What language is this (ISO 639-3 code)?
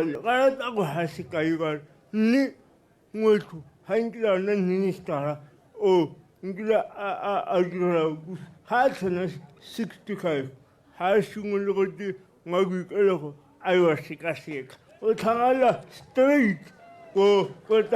tsn